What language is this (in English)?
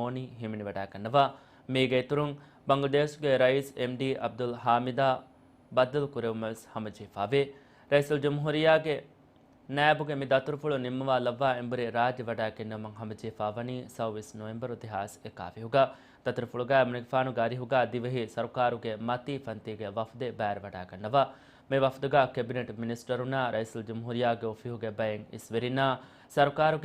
Divehi